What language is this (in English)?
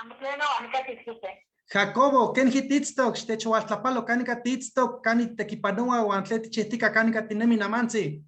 Eastern Huasteca Nahuatl